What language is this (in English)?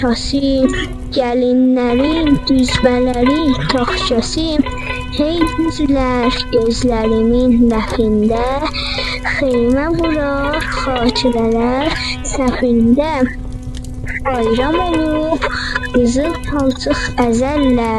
South Azerbaijani